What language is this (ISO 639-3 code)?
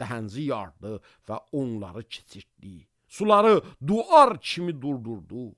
aze